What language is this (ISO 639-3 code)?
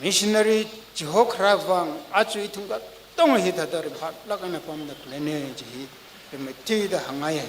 nmf